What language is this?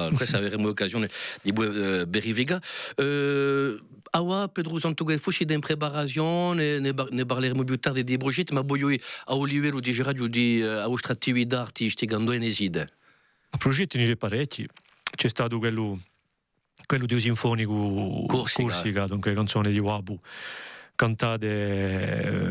Corsican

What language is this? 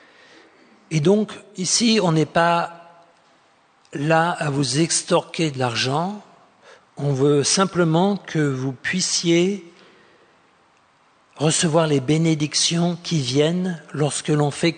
French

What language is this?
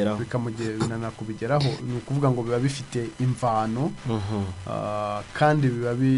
Kinyarwanda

